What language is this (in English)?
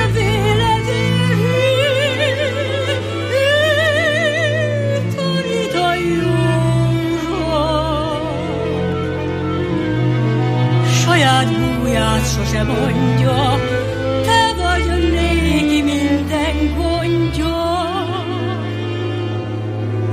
Hungarian